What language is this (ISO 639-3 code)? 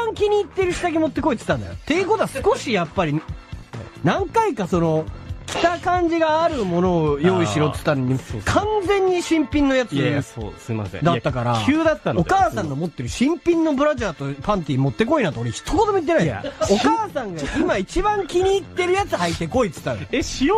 jpn